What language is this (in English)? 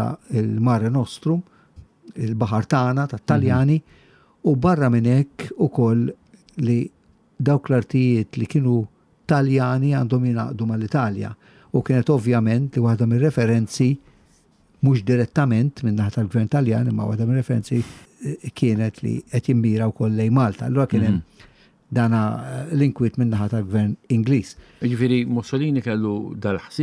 Maltese